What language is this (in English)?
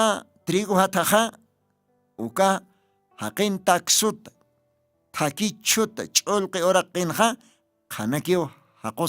Aymara